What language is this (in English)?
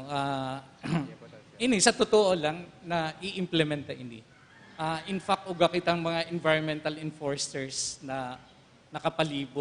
Bikol